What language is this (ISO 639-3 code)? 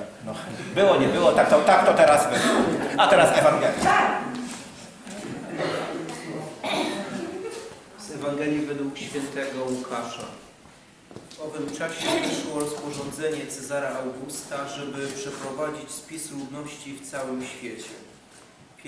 pol